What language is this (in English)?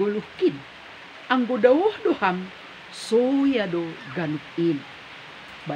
Batak Simalungun